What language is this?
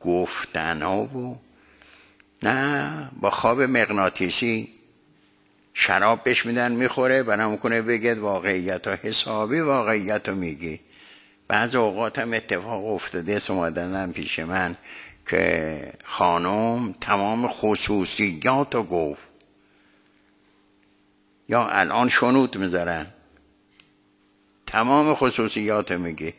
Persian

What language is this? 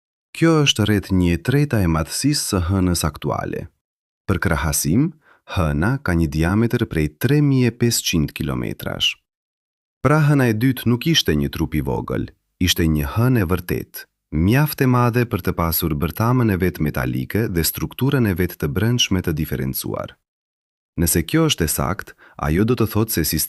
Albanian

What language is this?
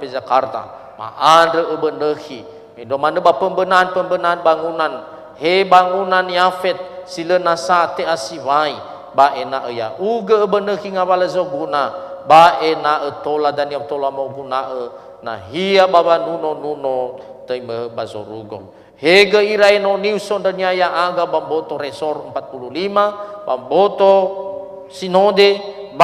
Nias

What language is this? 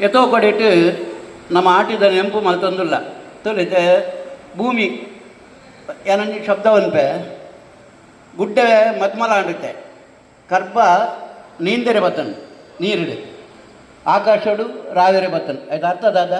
Tulu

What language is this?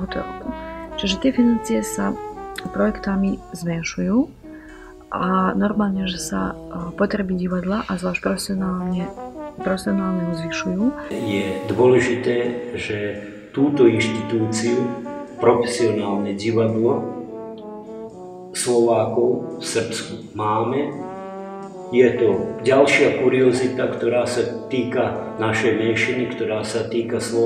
Slovak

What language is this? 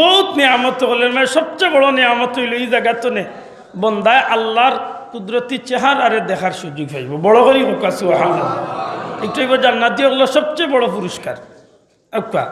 Sylheti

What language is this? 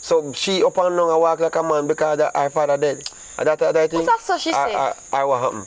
Jamaican Creole English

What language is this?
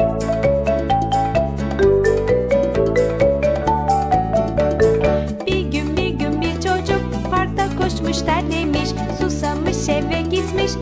Turkish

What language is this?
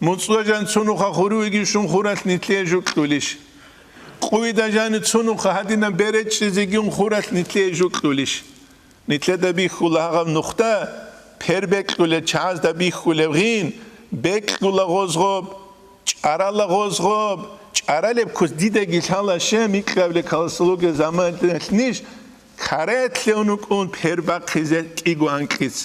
Avaric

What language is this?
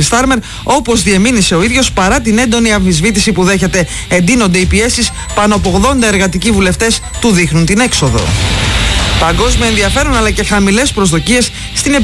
Greek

